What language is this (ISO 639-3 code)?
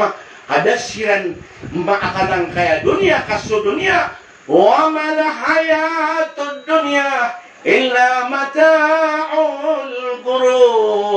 mrw